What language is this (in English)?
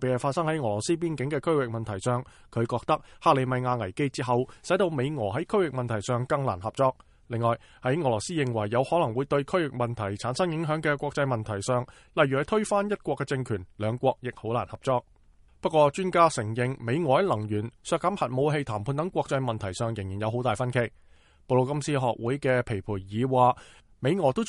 Cantonese